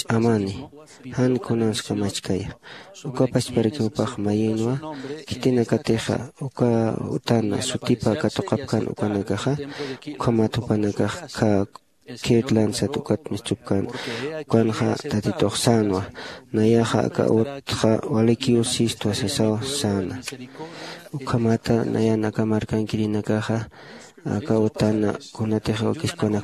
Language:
Aymara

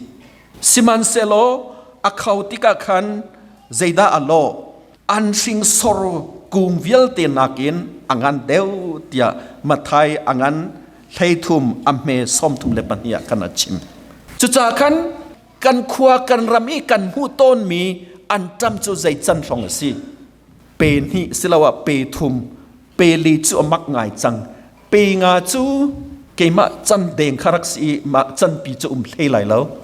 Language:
Hakha Chin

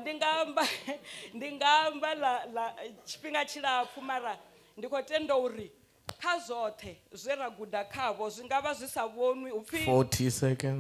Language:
Venda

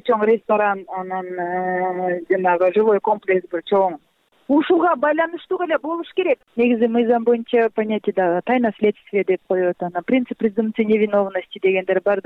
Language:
Kyrgyz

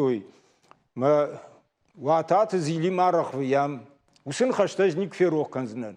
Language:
Ossetic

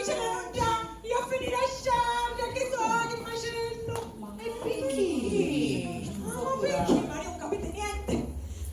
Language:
Sicilian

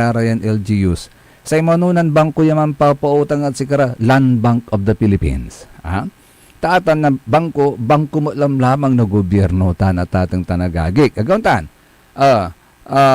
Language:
Pangasinan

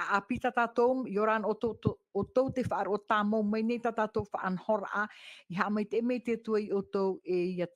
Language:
Tahitian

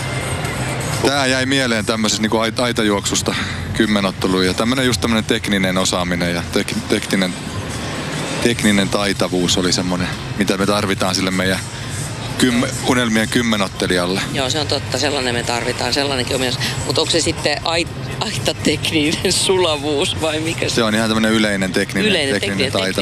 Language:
Finnish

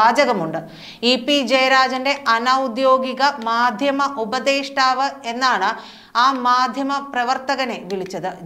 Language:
Malayalam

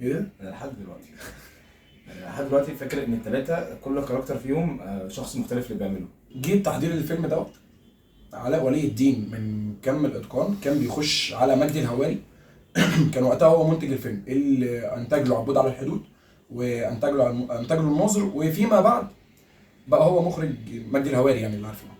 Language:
Egyptian Arabic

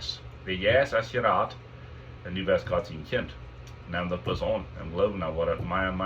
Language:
Plautdietsch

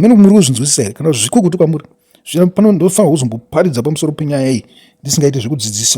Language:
Shona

